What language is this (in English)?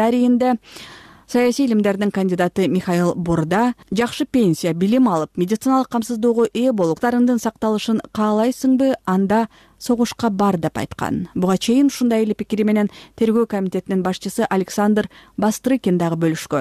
Kyrgyz